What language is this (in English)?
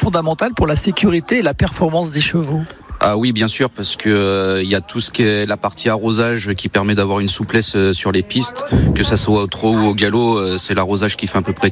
French